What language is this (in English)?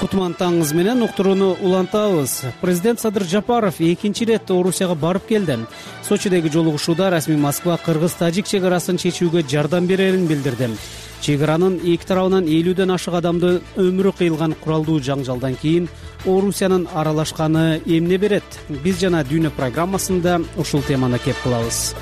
Kyrgyz